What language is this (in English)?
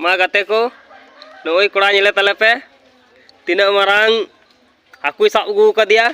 Santali